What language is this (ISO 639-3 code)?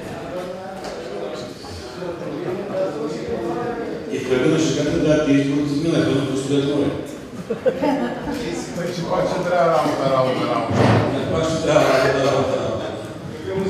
bul